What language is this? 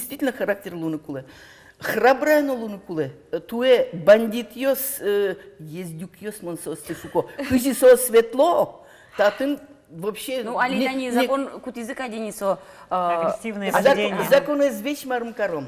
Udmurt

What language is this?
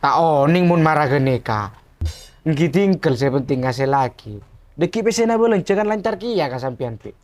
Madurese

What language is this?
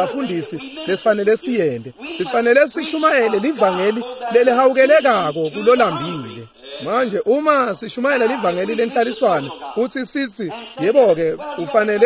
Swati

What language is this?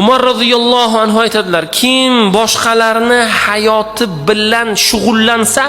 Uzbek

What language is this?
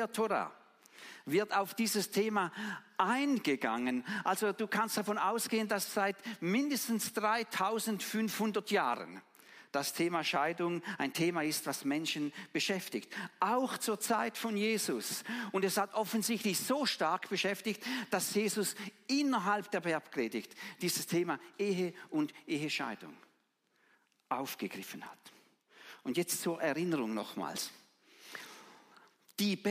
German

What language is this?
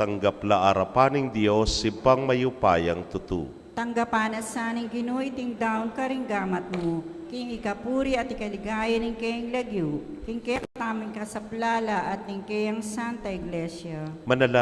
Pampanga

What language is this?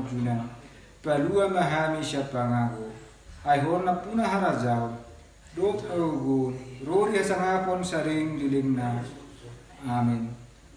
Batak Toba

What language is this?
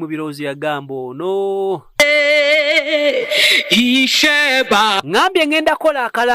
Ganda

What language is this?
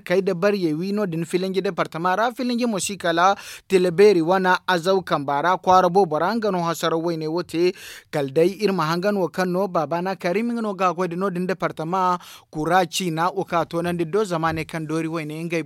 Zarma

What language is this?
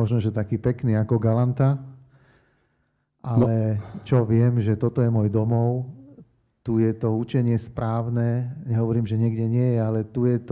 Slovak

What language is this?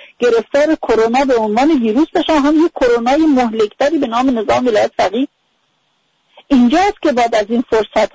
Persian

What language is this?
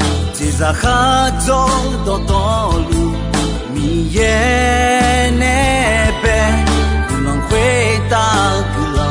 Akha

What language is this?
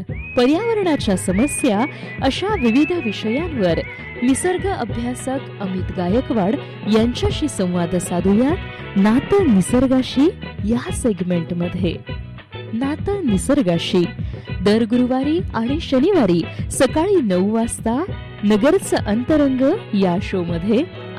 Marathi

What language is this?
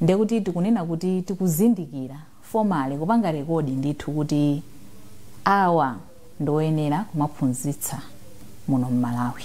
Nyanja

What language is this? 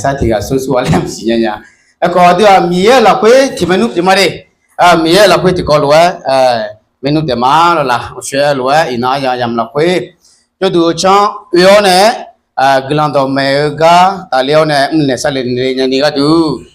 Akha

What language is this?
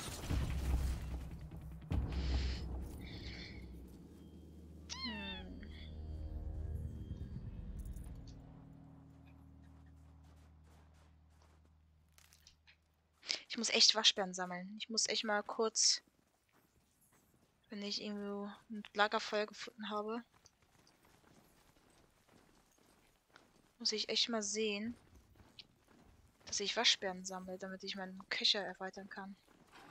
German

